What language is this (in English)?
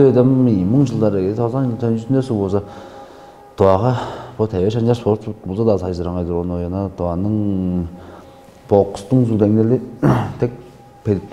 Tuvinian